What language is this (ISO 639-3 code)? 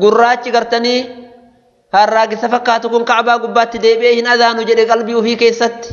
orm